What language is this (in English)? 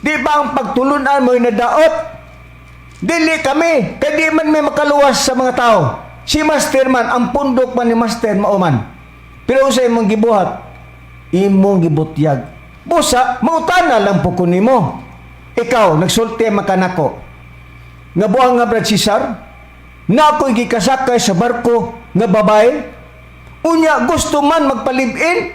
Cebuano